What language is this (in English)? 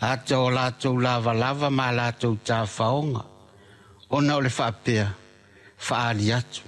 Samoan